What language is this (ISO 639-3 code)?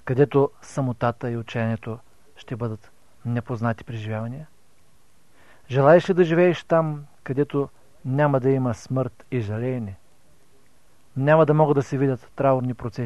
bul